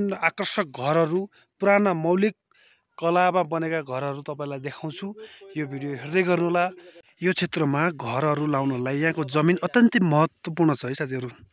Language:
Nepali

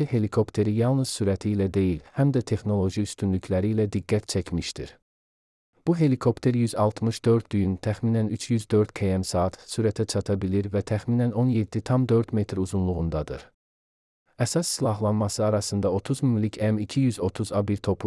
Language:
Azerbaijani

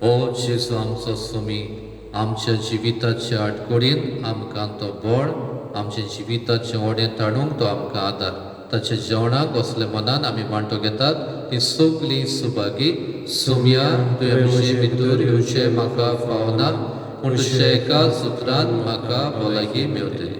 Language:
Konkani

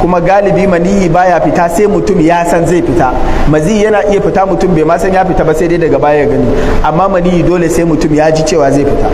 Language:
Hausa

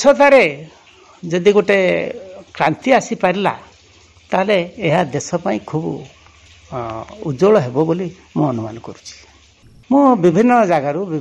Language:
Odia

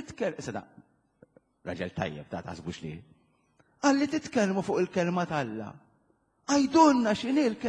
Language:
Maltese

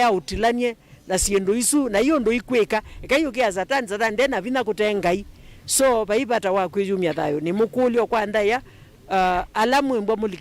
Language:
Kamba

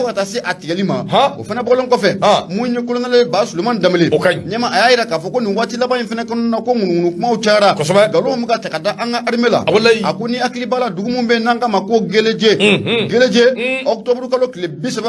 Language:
Bambara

